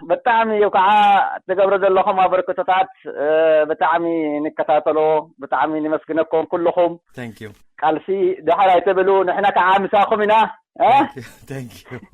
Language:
Tigrinya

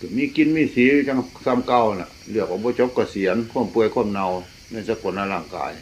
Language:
Northeastern Thai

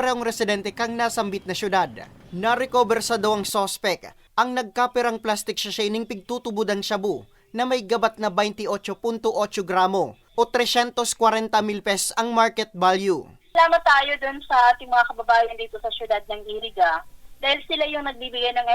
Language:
Bikol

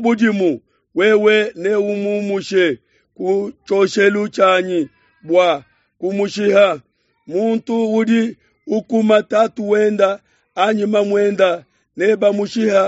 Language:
Luba-Lulua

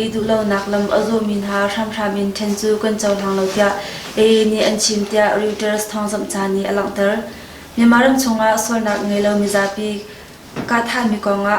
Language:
Hakha Chin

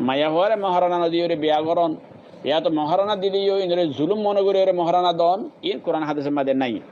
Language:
Rohingya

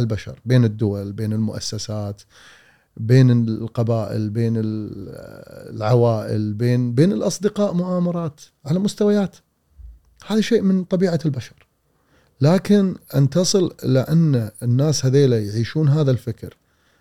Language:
Gulf Arabic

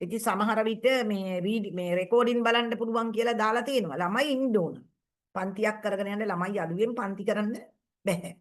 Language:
Sinhala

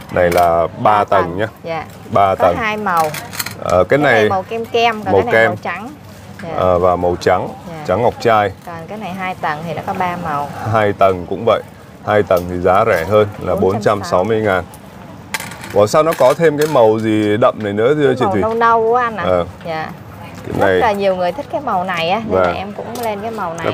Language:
Vietnamese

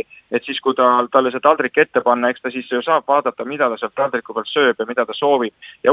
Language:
Estonian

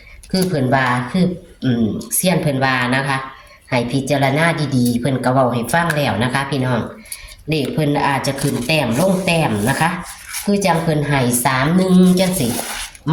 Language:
Northeastern Thai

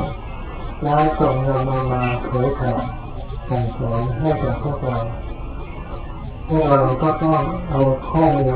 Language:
Thai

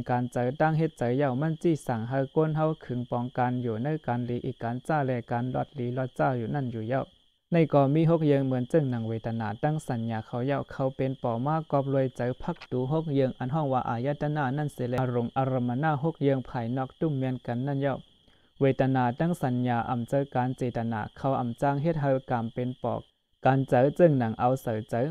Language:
Shan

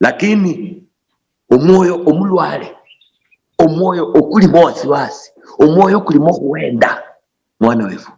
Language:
Luyia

